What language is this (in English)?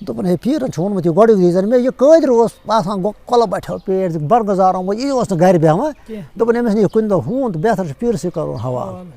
Kashmiri